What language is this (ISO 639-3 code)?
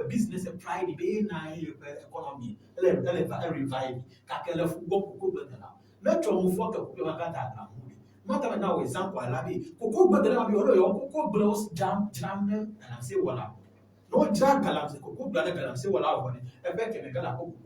ewe